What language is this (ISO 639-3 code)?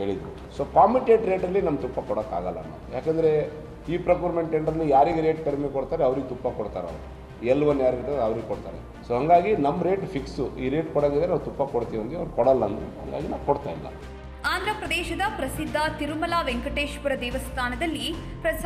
kan